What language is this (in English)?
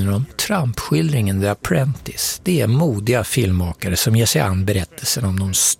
Swedish